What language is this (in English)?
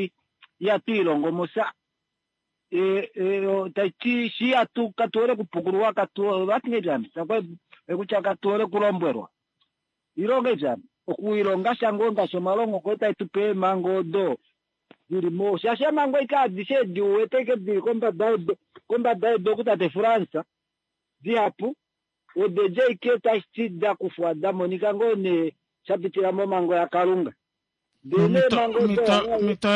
Kuanyama